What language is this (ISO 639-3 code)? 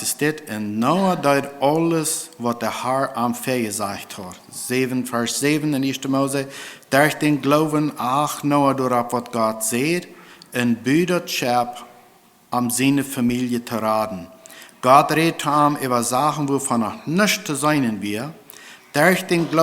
pdt